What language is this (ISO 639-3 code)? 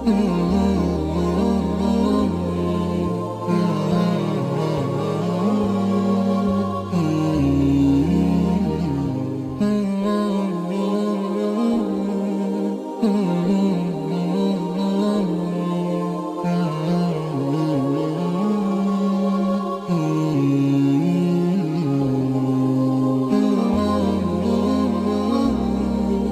kas